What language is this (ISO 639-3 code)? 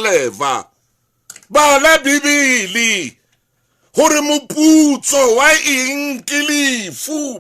sot